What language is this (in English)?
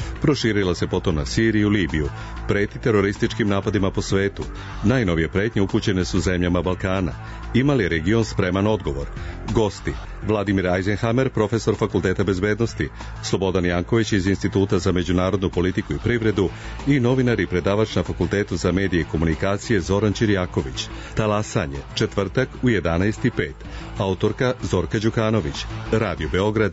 Serbian